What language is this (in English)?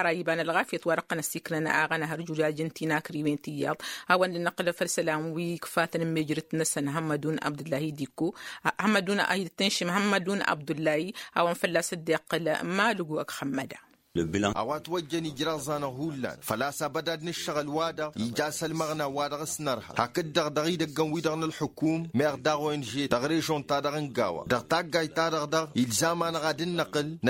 Tamasheq